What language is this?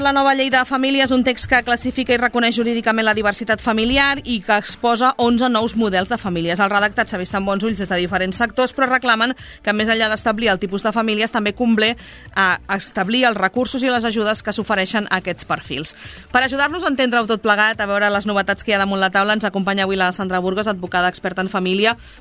Catalan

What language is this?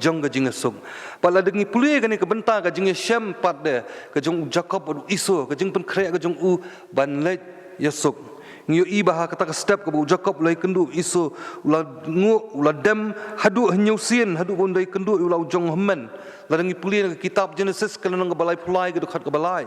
Khasi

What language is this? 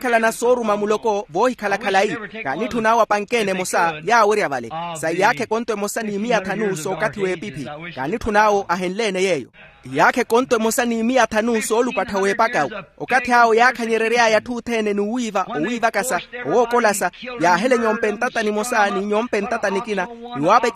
Makhuwa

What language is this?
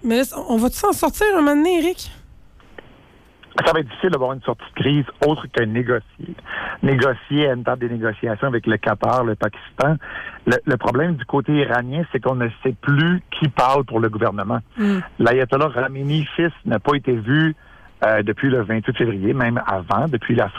French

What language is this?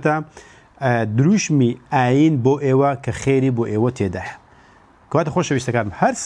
Central Kurdish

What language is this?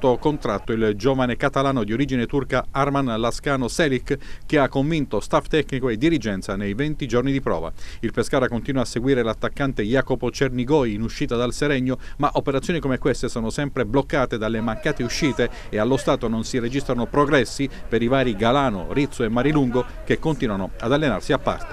Italian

